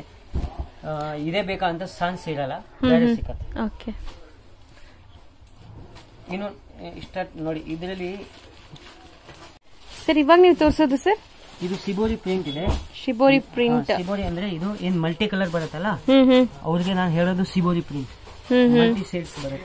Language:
Kannada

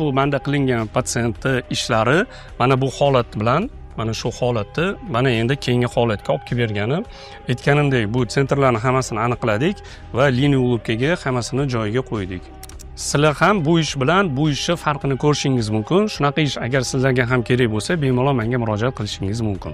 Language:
Uzbek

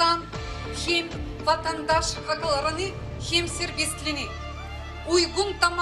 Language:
Gagauz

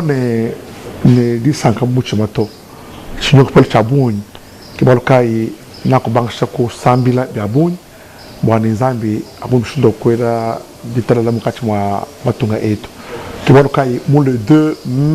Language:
Luba-Lulua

